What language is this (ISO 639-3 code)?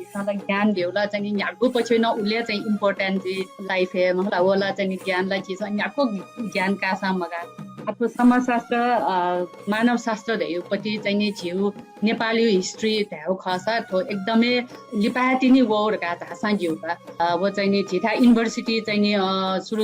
new